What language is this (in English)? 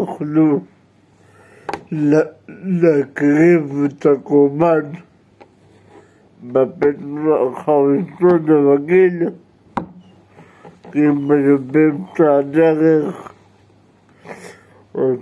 Hebrew